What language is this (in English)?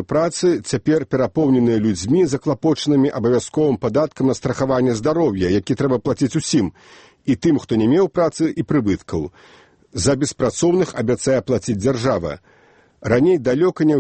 Belarusian